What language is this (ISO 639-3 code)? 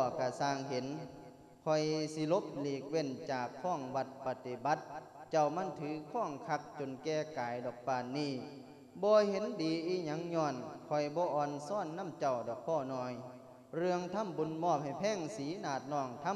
lao